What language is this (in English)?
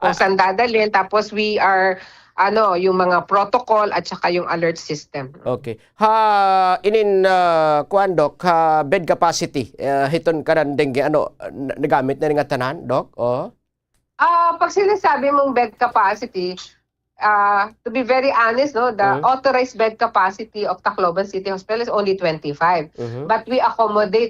Waray